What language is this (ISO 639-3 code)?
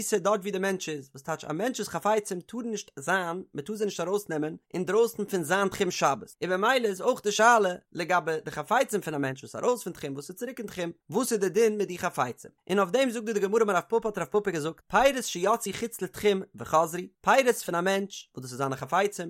yid